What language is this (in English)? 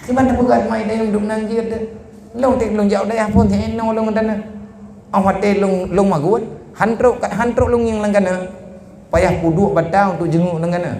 Achinese